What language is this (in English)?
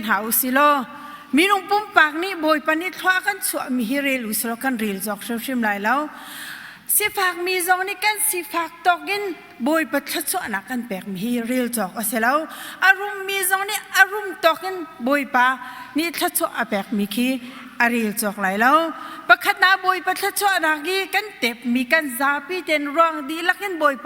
Hakha Chin